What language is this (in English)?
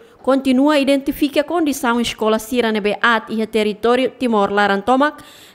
Tetum